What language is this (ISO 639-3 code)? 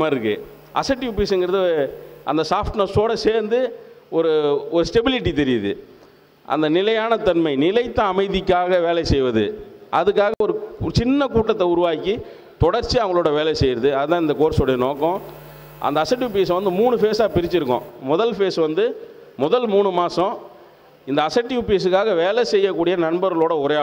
tam